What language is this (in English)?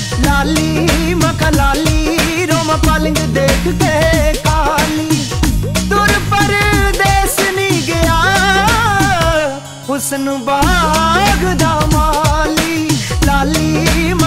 Punjabi